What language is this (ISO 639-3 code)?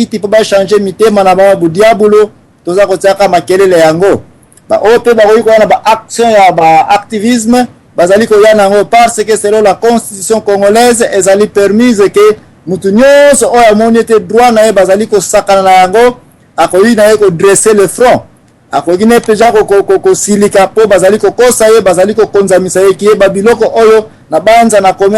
lin